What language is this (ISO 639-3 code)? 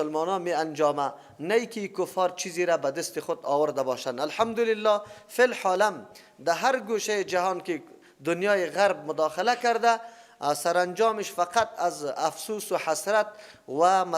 fas